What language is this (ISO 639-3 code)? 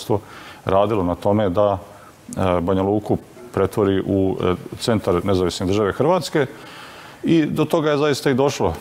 bos